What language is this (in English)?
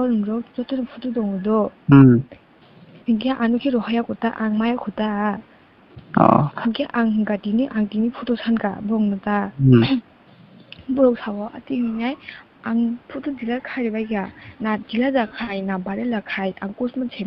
Kok Borok